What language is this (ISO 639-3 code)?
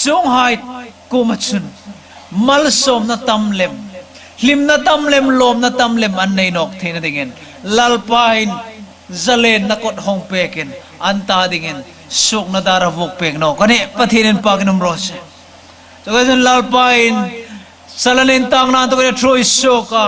hmr